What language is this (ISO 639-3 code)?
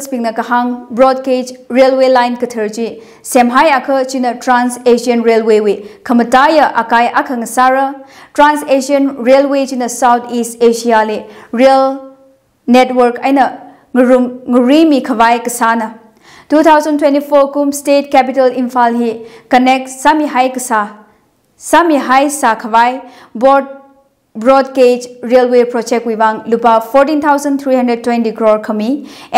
nmf